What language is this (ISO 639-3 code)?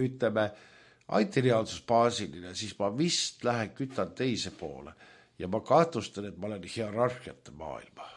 est